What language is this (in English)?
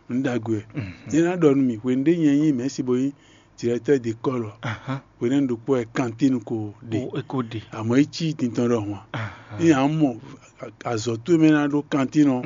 Fon